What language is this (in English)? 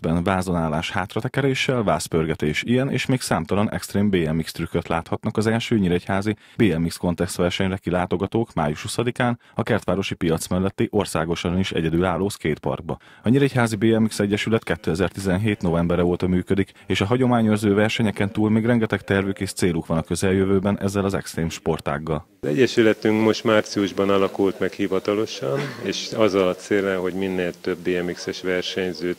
Hungarian